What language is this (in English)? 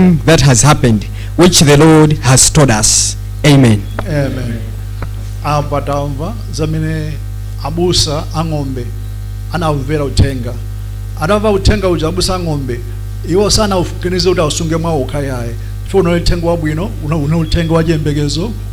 Nyanja